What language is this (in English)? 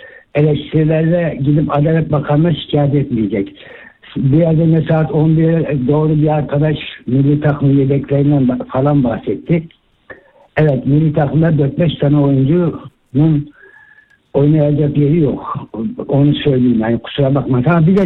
Turkish